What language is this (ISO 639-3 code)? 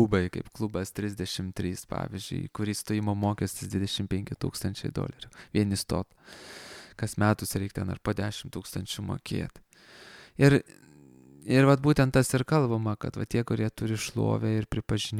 lit